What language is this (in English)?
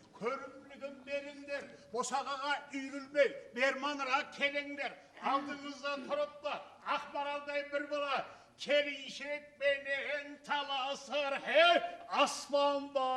Kara-Kalpak